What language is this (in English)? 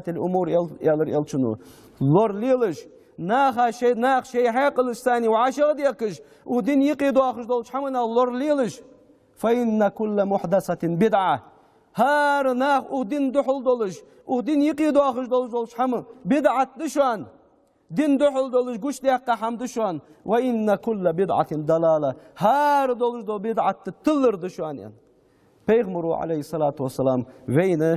Ingush